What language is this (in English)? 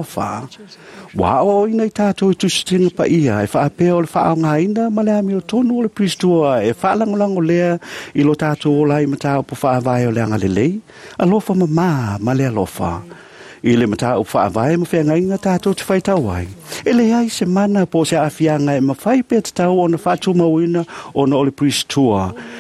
Samoan